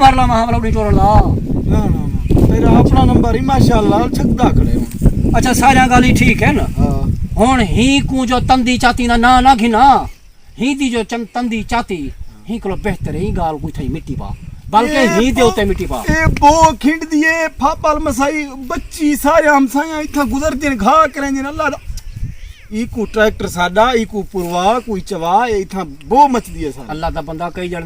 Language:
Saraiki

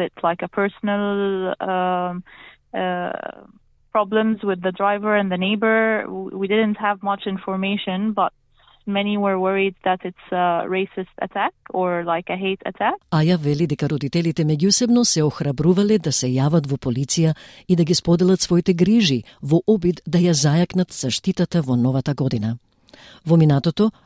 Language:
Macedonian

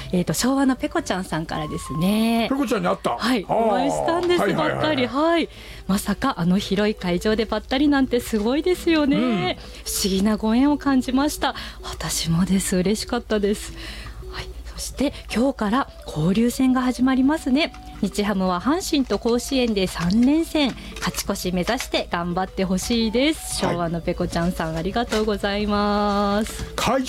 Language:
Japanese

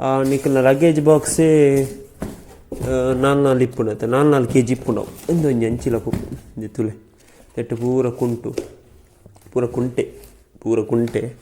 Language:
Tulu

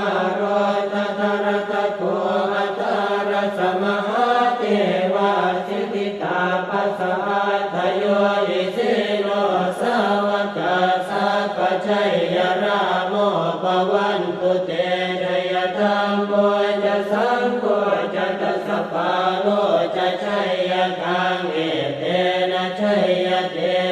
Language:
Pali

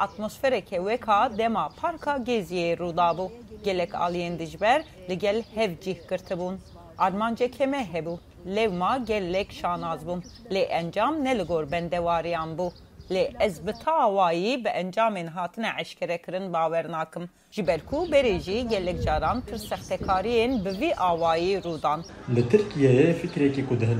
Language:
Kurdish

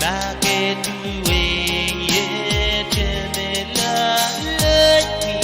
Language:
Pohnpeian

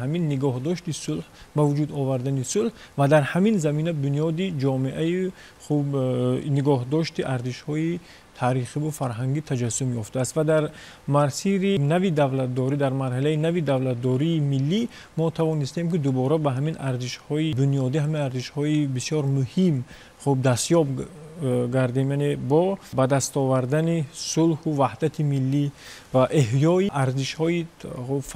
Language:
Tajik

